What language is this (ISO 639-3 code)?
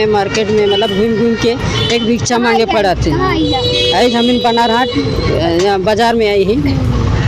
sck